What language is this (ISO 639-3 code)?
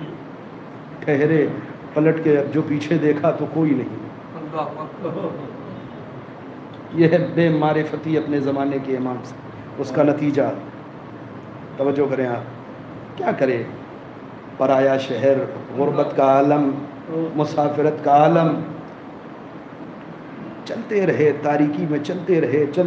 urd